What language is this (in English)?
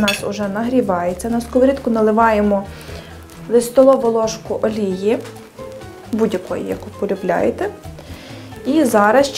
Ukrainian